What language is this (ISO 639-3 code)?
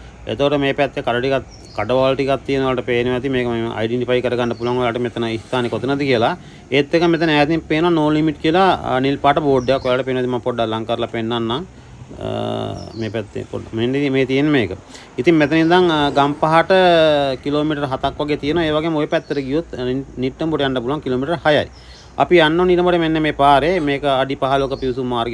sin